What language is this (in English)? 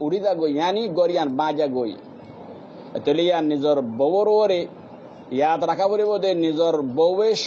Rohingya